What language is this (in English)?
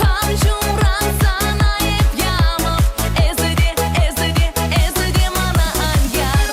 Chuvash